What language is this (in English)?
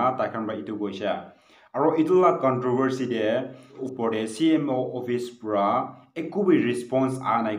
Naga Pidgin